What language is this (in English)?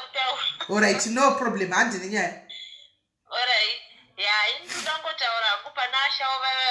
Shona